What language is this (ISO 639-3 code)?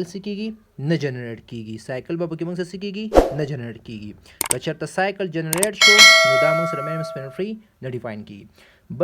pus